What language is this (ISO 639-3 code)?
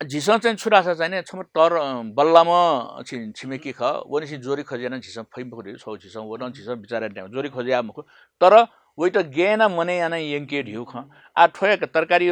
new